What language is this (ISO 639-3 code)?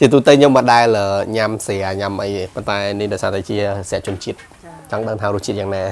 khm